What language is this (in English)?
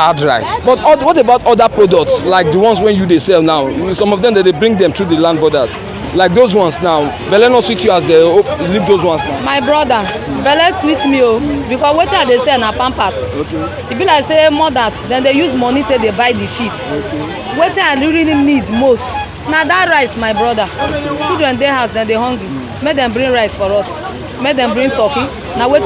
Nigerian Pidgin